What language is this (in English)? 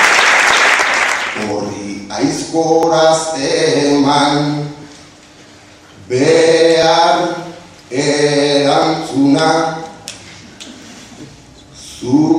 Basque